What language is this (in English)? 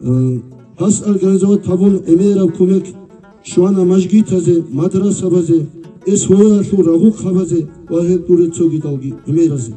Avaric